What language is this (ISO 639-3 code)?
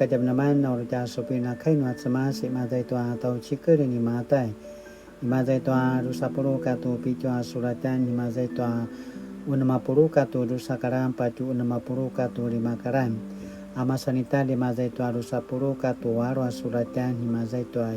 pwn